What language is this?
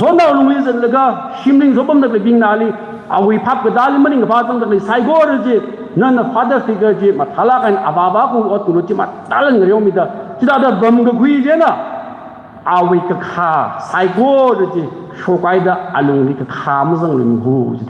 Tangkhul Naga (India)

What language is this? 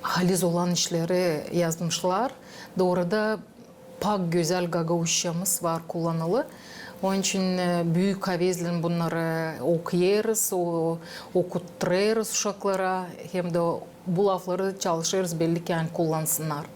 Gagauz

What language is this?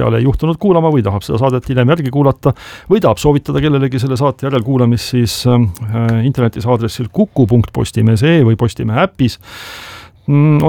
Estonian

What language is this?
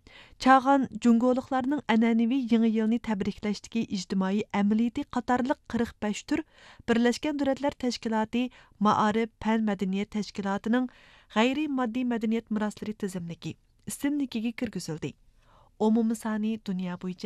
Uyghur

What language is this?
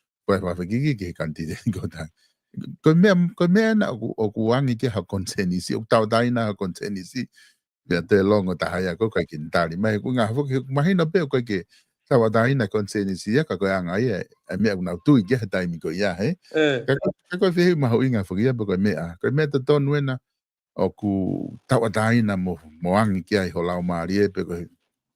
Tongan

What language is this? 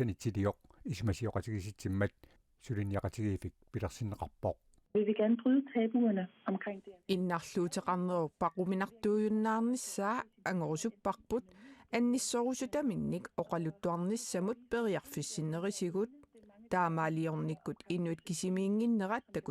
Kalaallisut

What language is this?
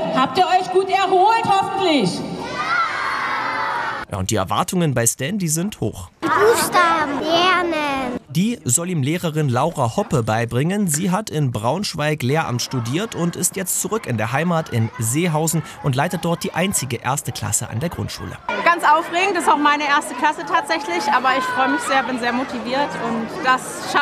German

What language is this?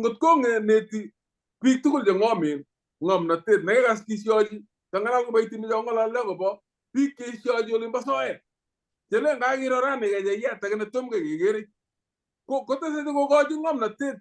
Kalenjin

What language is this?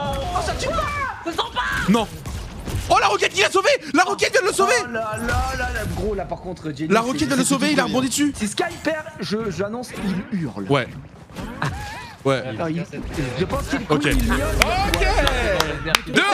French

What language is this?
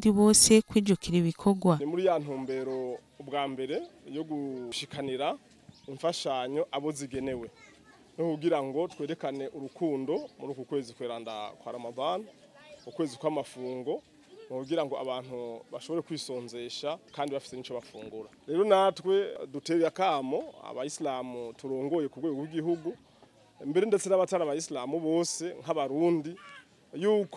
Rundi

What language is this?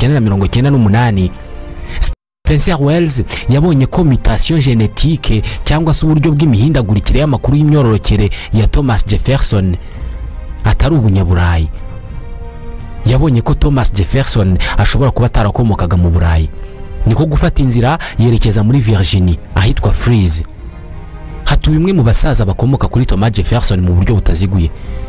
Kinyarwanda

